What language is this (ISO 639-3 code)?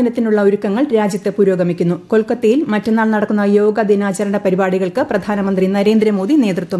mal